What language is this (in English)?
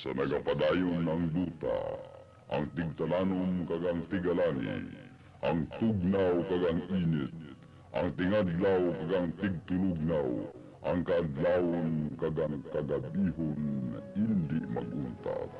Hiligaynon